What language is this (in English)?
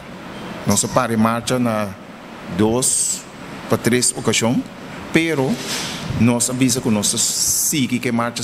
Papiamento